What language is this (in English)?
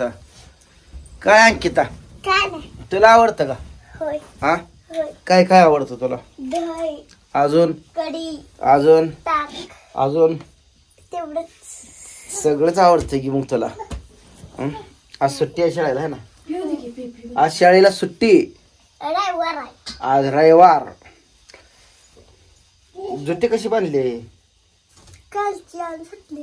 Marathi